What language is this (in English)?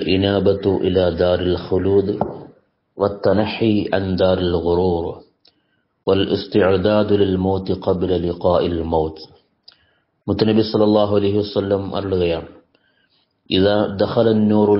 Malayalam